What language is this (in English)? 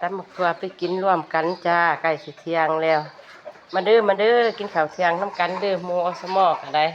Northeastern Thai